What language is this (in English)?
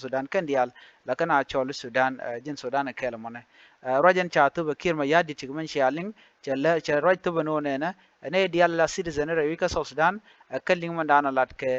Nuer